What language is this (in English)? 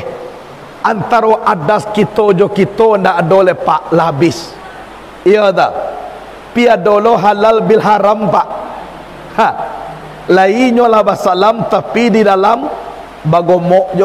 Minangkabau